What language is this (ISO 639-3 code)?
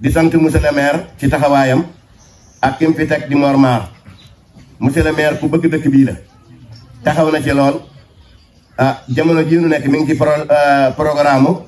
wol